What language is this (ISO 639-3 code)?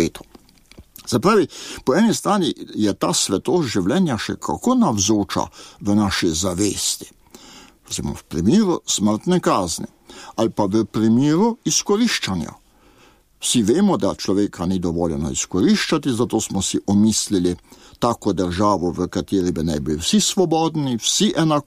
slv